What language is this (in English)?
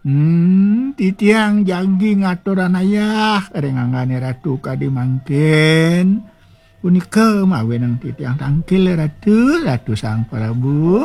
Balinese